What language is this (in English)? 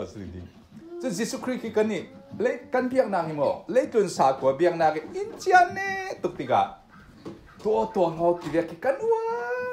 Falam Chin